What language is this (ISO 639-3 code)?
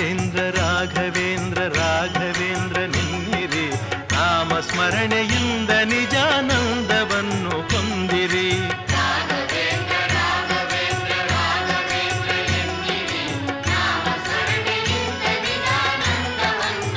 kan